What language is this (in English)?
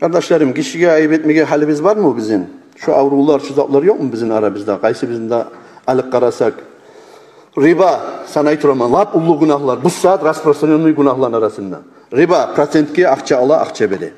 Kumyk